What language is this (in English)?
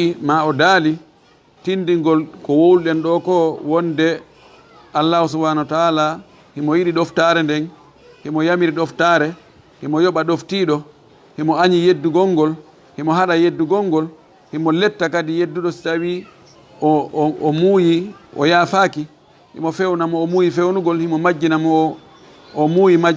Fula